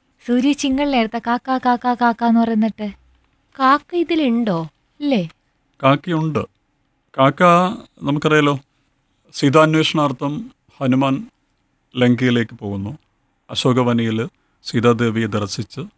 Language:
Malayalam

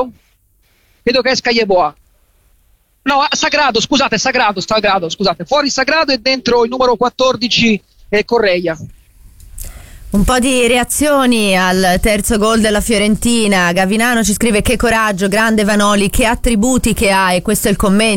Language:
Italian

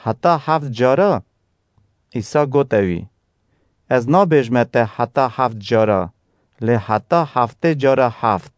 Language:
Kurdish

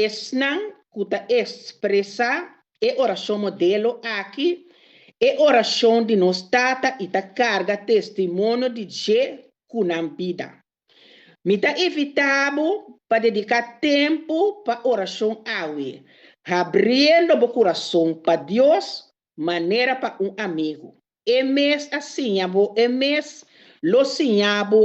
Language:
Papiamento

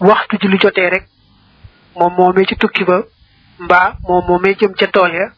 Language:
Wolof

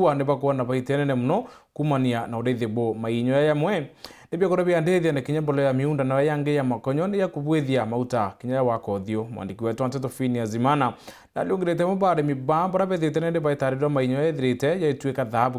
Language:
Meru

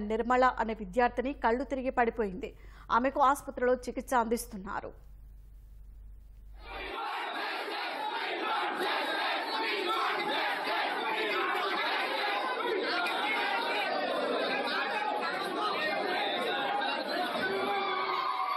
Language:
Telugu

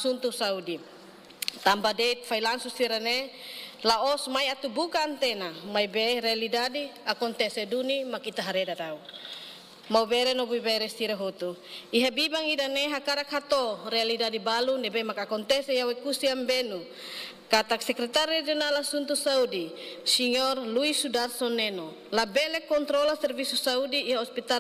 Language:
Tetum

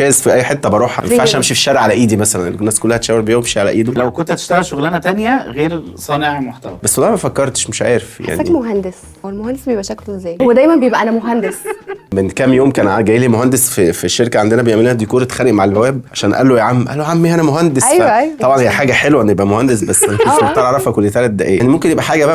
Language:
Egyptian Arabic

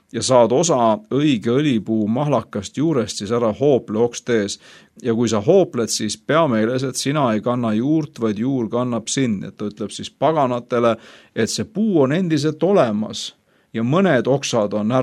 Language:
Estonian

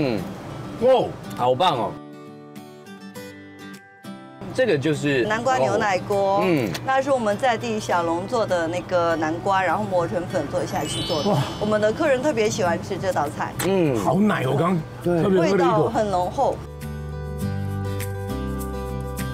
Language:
Chinese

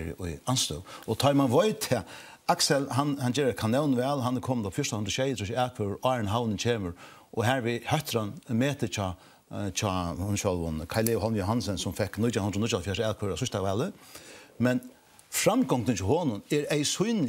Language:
Faroese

